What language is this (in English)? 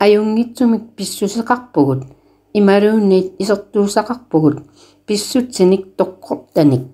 Kalaallisut